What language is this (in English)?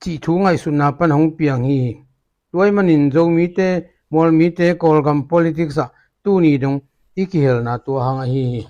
Tedim Chin